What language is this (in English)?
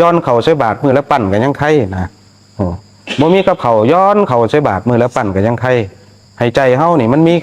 Northeastern Thai